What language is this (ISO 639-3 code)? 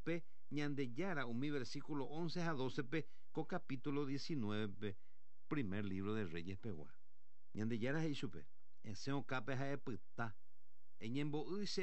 grn